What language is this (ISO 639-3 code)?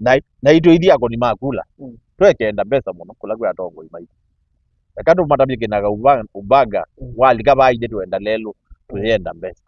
kam